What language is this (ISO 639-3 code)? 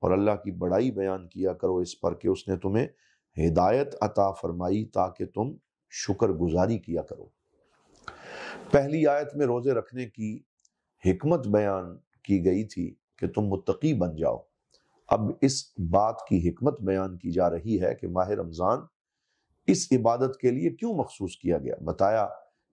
urd